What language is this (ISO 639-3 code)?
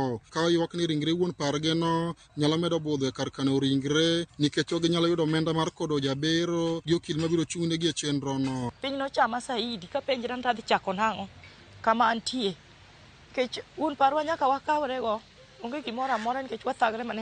luo